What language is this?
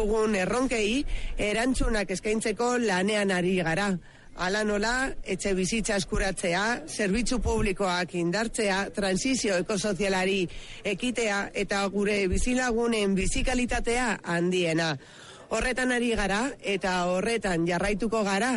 Basque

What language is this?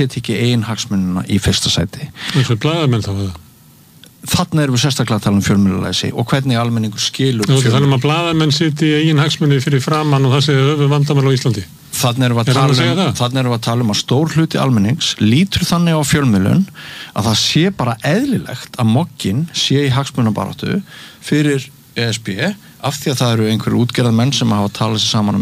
Icelandic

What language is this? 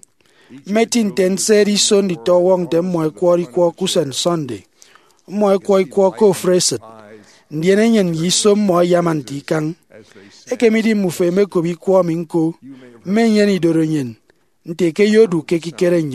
Efik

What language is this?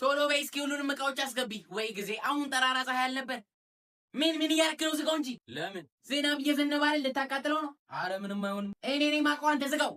Amharic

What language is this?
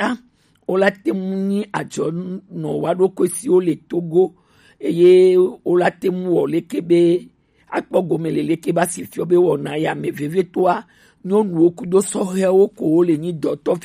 Gen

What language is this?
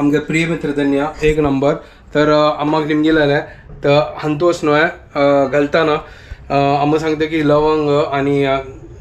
Konkani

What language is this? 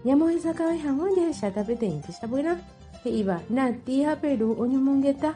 Guarani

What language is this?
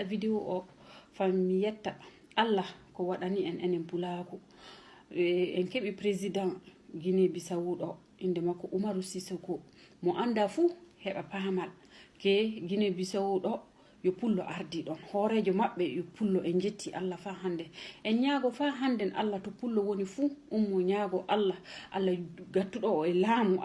Fula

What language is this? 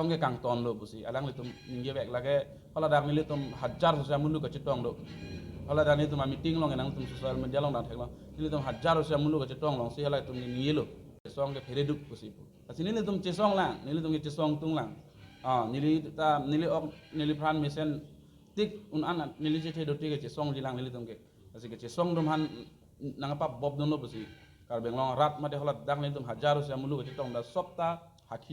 Karbi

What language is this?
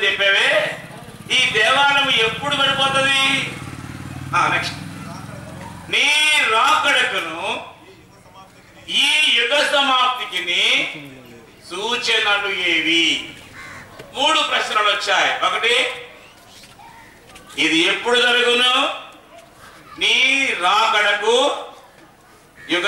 Telugu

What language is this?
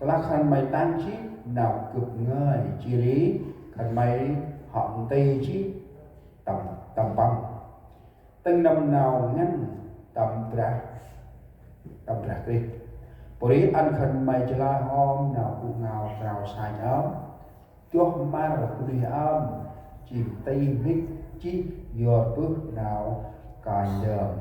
Central Mnong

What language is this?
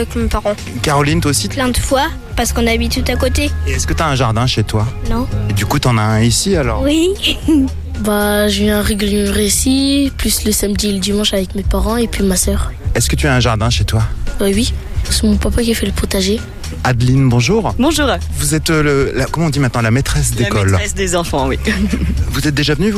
French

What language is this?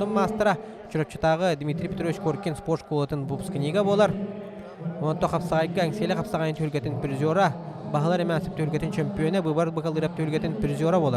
Yakut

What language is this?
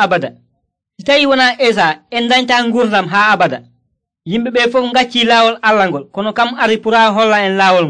Nigerian Fulfulde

